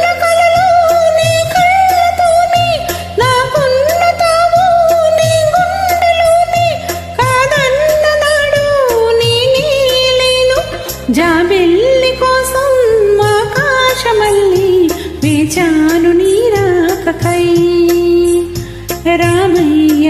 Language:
Telugu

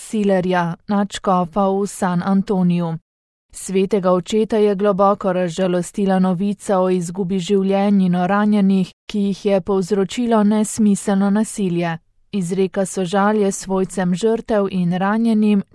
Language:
Slovenian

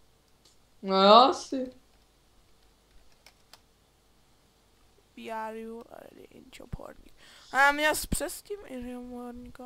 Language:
Czech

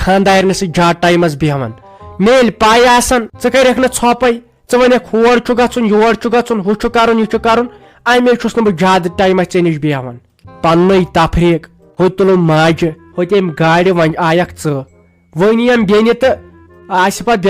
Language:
Kashmiri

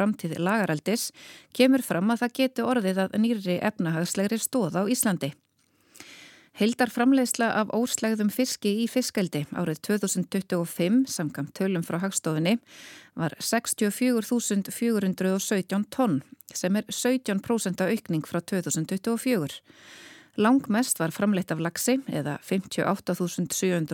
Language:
Icelandic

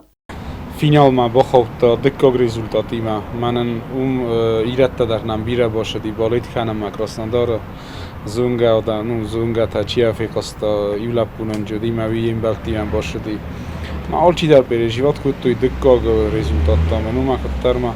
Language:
Ossetic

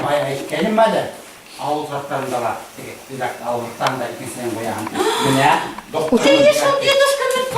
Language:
Bashkir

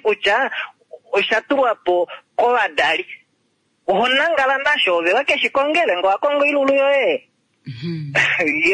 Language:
Kuanyama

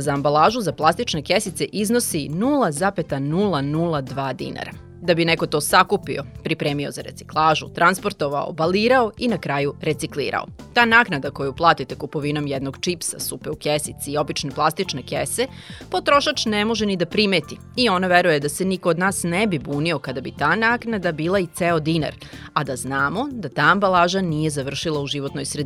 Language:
Serbian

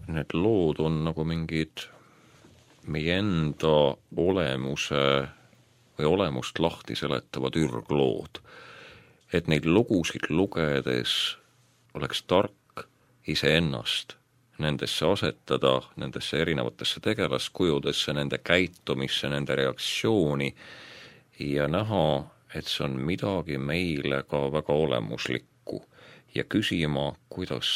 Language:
Estonian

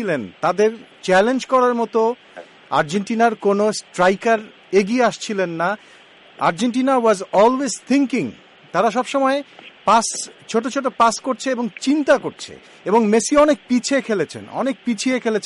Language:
Bangla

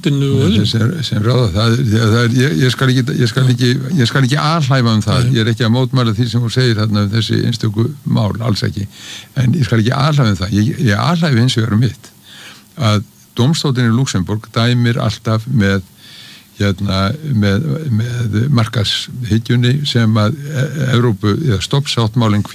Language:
Icelandic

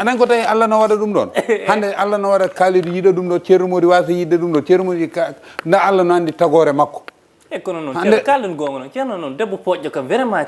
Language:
Fula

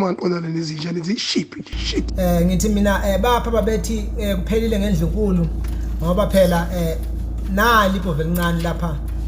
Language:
Zulu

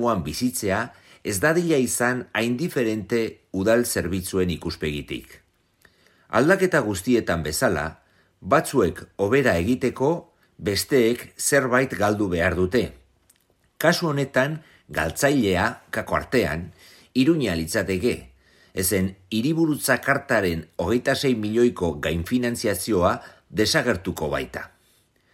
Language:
Basque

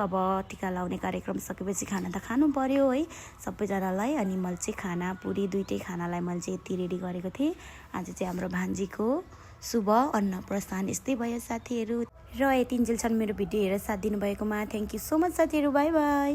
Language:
Nepali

